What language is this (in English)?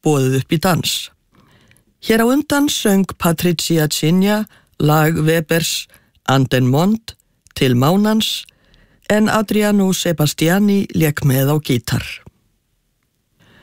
Icelandic